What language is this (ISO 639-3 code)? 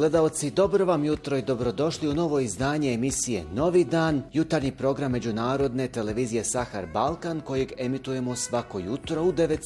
bos